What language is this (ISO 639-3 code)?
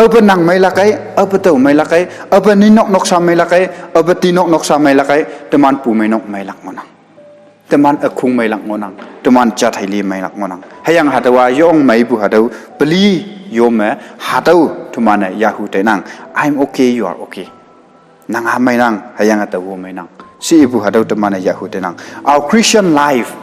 nbe